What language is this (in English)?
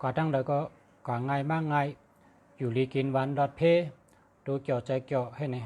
Shan